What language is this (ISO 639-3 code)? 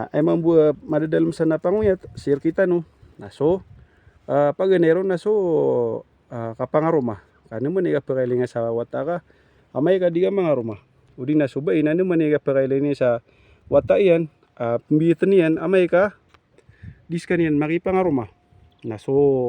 mrw